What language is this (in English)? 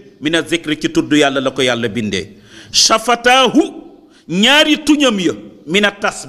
Wolof